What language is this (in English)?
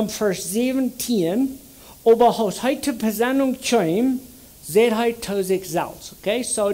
Plautdietsch